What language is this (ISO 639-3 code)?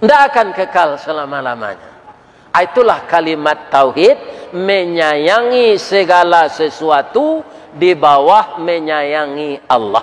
min